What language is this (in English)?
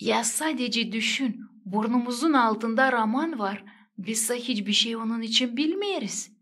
Gagauz